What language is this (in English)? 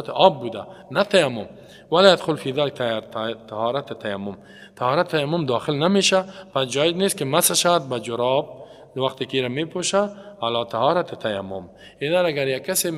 Persian